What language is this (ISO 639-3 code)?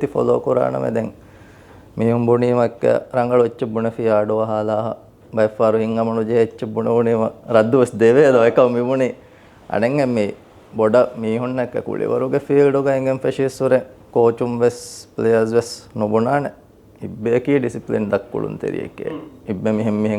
div